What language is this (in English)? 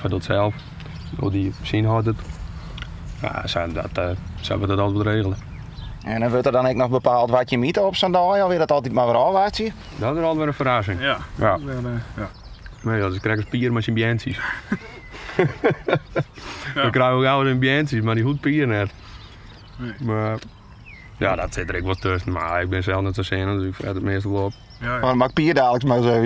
Western Frisian